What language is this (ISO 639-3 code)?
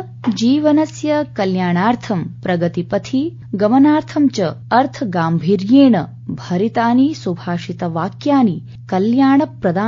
san